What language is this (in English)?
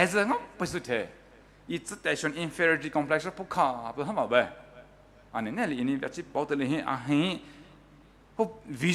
Poumei Naga